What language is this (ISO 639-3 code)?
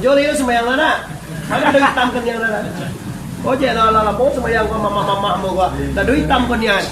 min